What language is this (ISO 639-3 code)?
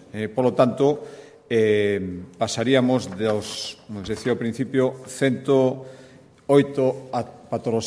glg